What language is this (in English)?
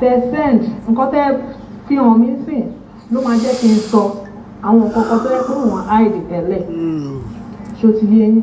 Yoruba